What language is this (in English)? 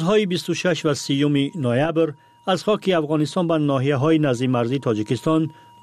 Persian